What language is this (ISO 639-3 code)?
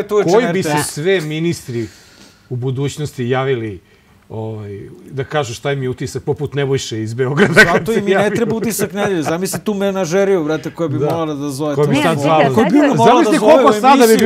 srp